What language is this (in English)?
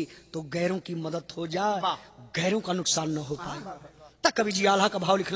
Bhojpuri